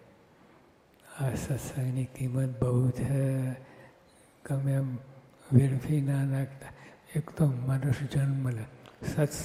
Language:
Gujarati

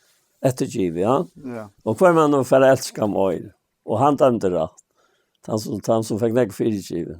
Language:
Faroese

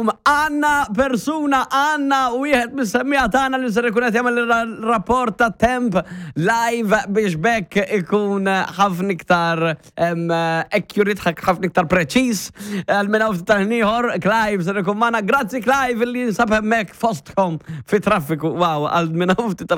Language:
Maltese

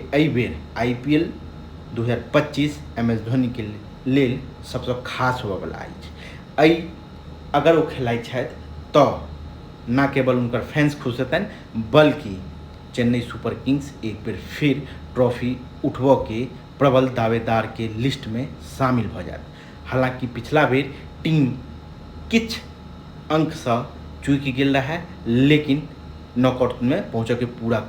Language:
Maithili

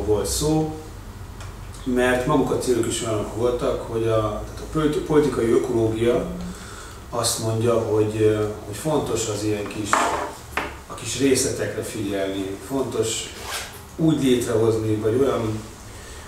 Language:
Hungarian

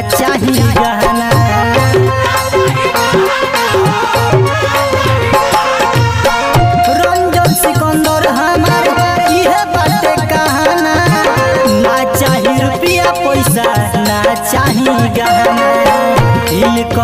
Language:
Bhojpuri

